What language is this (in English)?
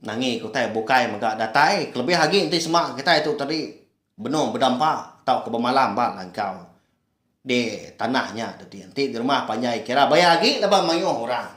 Iban